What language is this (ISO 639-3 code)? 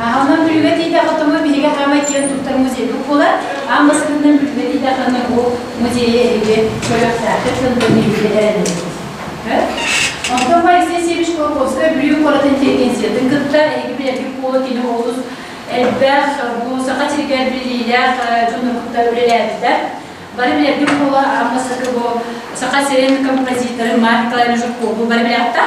sah